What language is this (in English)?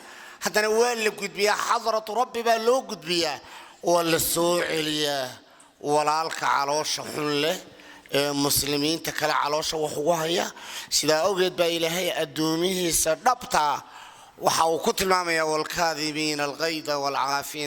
Somali